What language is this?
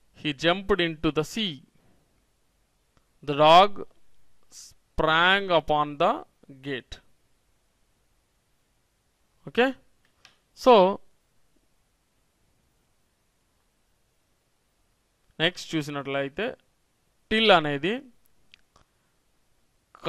Telugu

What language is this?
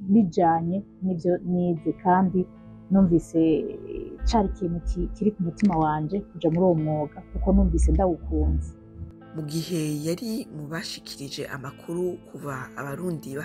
Rundi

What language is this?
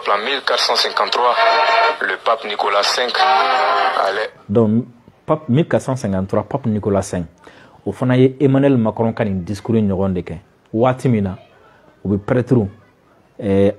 Bambara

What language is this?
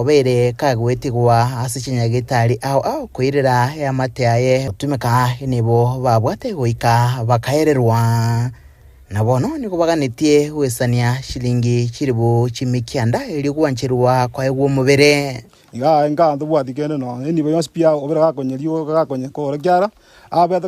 Gusii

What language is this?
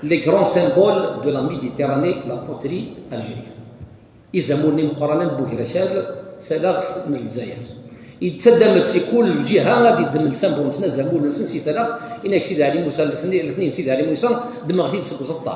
Kabyle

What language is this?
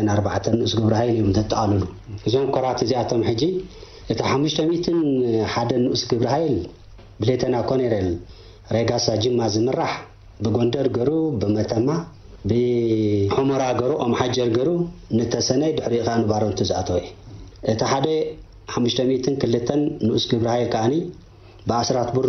Tigrinya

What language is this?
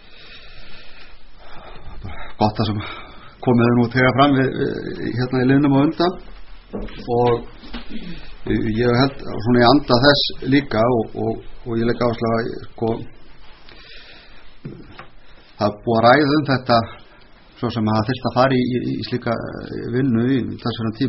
Icelandic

